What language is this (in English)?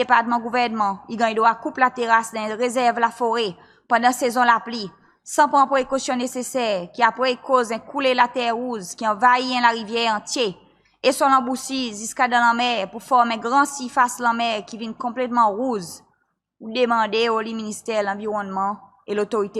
Seselwa Creole French